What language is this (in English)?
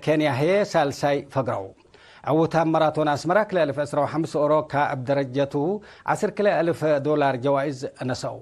Tigre